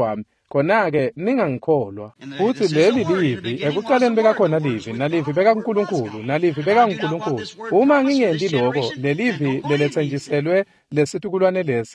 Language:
Swati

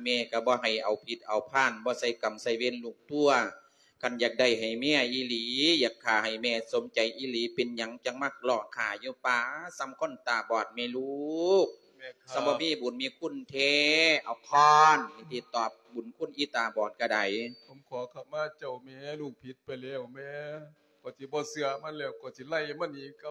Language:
Lao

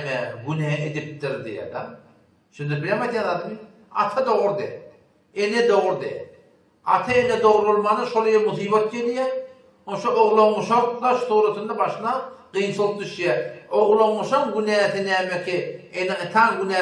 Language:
Turkmen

